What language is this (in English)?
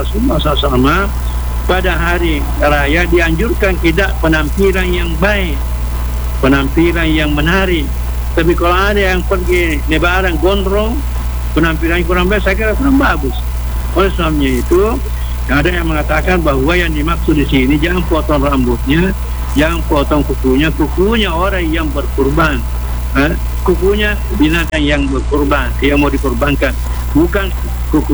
Indonesian